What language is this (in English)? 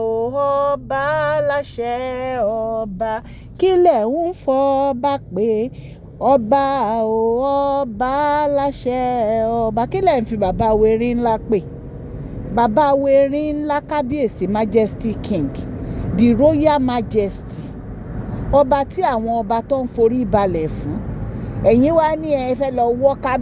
Yoruba